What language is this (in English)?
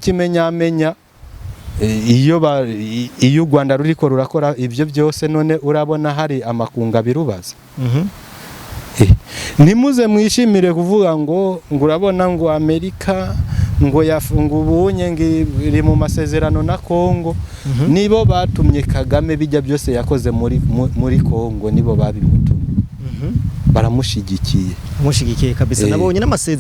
Rundi